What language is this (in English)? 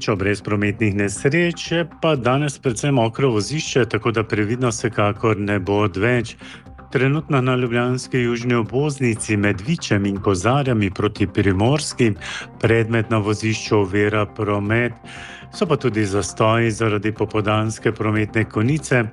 Slovenian